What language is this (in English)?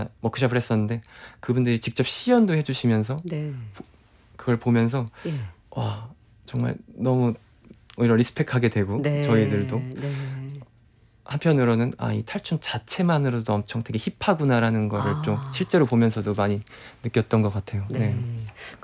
Korean